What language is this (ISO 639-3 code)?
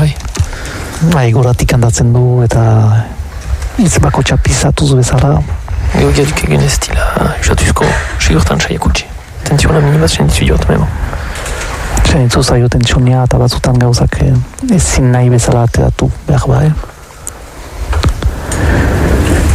eus